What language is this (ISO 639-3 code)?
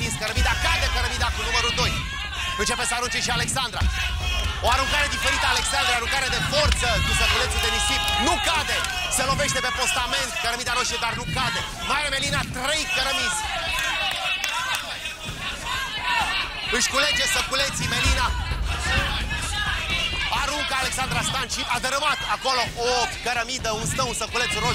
ron